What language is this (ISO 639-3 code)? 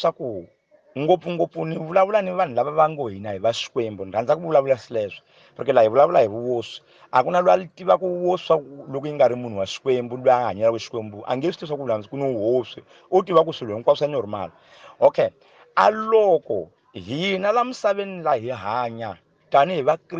tso